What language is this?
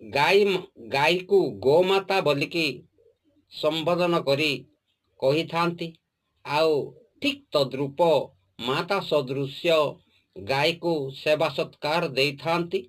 Odia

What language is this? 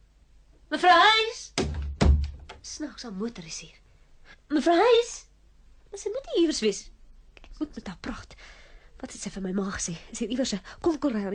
Afrikaans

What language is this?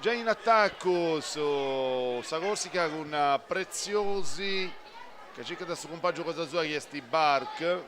Sardinian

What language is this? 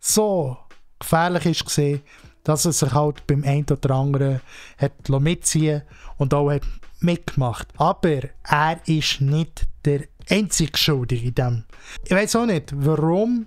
Swiss German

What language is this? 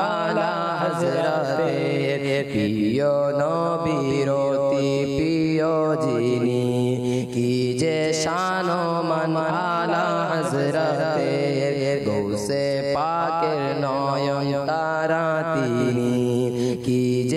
Bangla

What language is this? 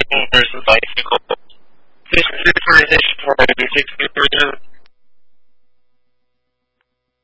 English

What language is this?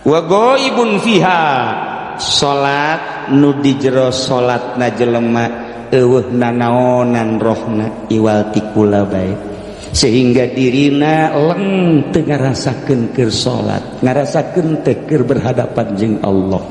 Sundanese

